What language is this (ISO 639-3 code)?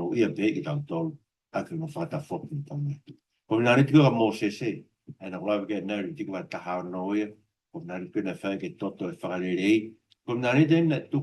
ton